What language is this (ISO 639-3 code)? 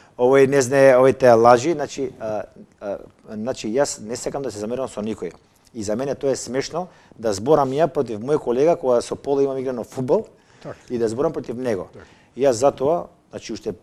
mkd